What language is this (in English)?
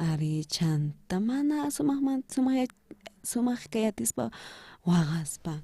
South Bolivian Quechua